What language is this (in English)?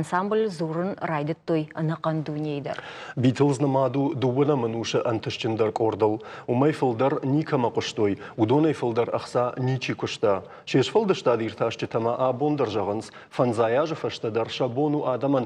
Ossetic